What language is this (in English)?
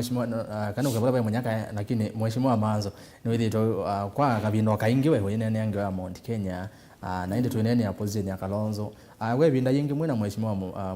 Kamba